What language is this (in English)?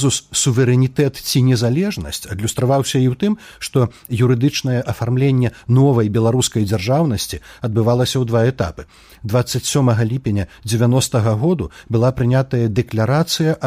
Belarusian